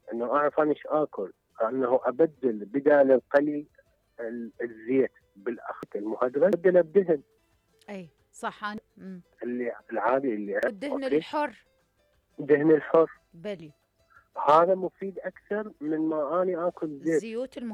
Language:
Mesopotamian Arabic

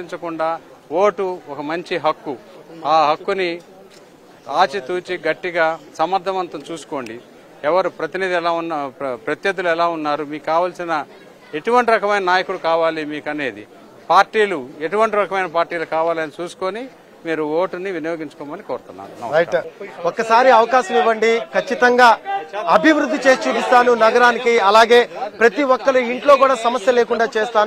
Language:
Telugu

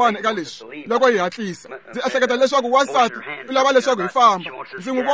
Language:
Tsonga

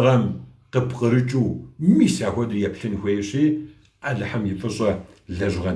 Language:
Kabardian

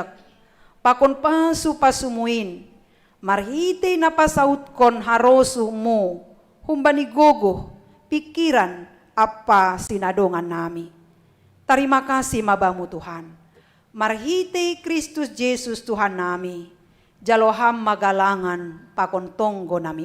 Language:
Batak Simalungun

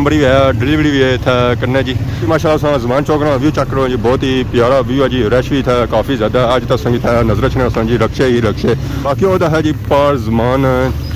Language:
Pahari-Potwari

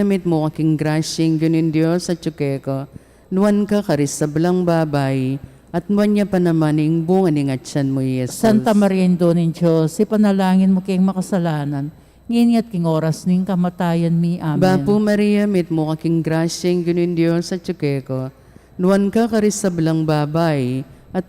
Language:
Pampanga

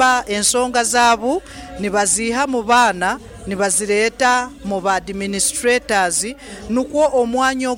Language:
Nyoro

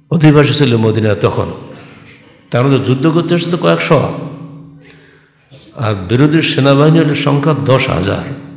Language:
Bangla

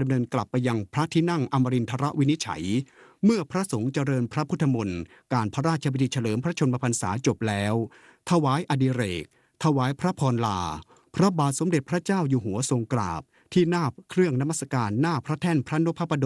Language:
Thai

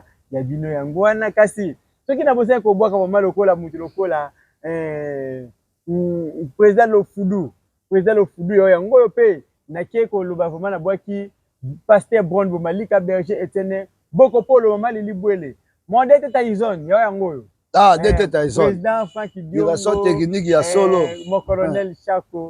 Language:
Lingala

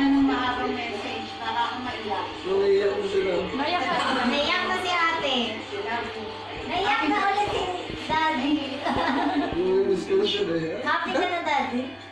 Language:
Filipino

